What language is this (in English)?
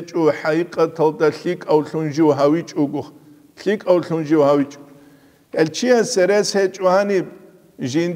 Avaric